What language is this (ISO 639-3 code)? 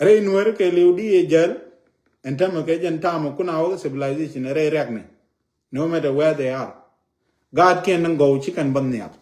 nus